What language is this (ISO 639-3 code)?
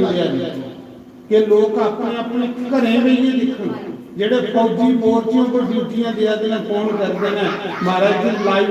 doi